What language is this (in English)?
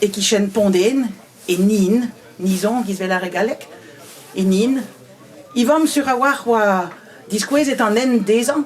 Breton